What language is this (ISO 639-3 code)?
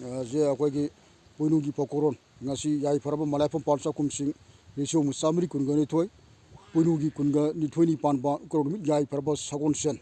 mni